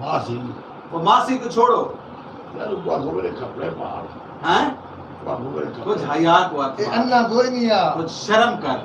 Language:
Saraiki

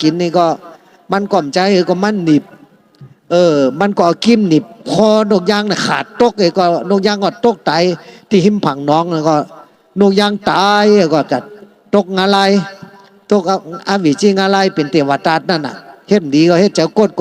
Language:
Shan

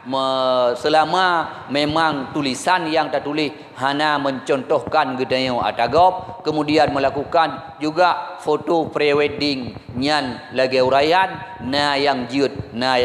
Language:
Achinese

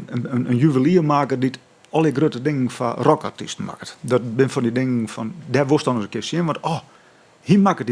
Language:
Western Frisian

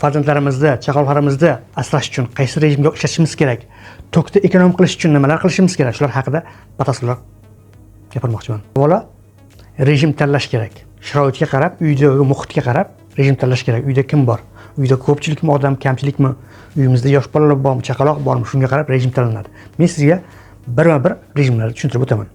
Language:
Uzbek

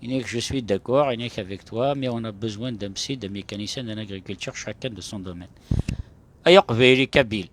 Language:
Kabyle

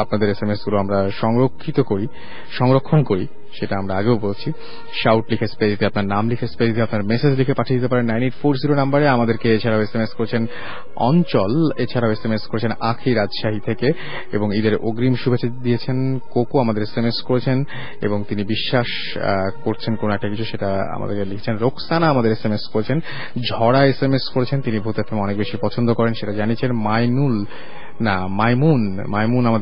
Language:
Bangla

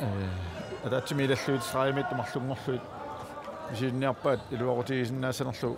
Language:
Kalaallisut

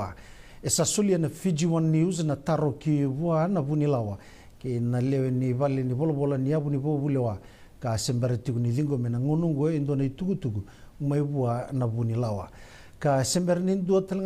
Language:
Fijian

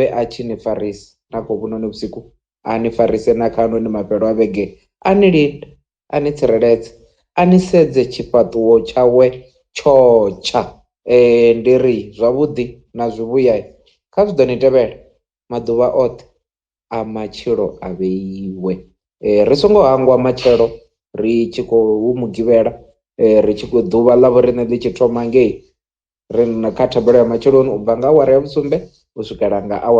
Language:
Venda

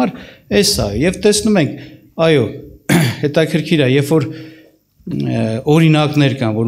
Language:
Armenian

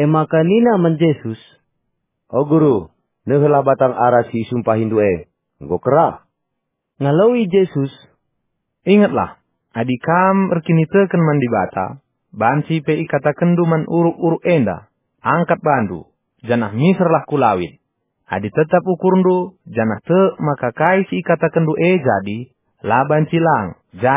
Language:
Batak Karo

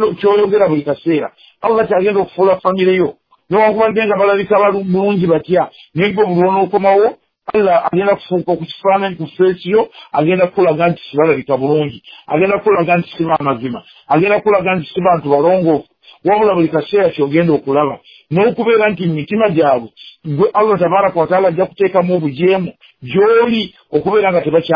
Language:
Ganda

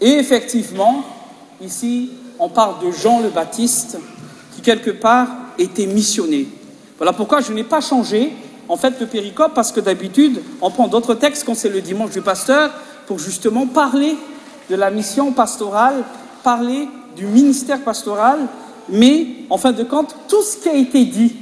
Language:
French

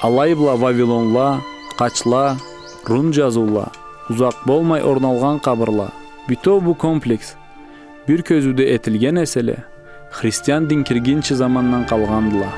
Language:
Karachay-Balkar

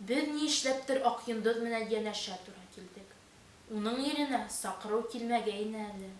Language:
Bashkir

